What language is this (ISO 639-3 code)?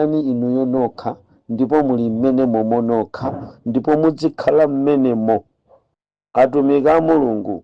nya